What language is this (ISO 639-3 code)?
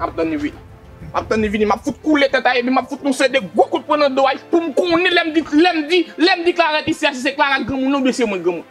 hat